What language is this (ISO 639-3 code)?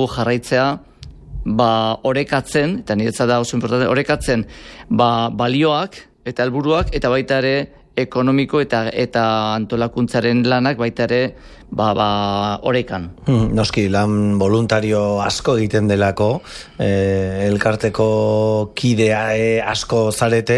eus